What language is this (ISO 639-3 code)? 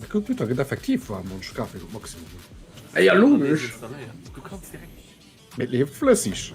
ltz